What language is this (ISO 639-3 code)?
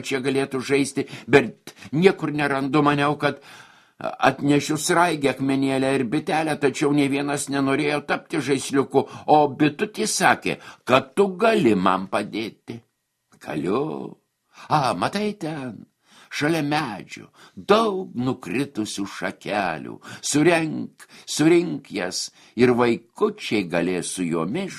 lit